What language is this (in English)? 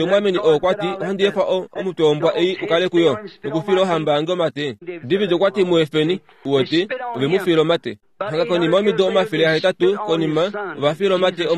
Kuanyama